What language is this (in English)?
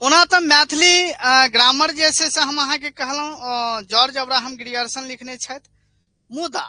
Maithili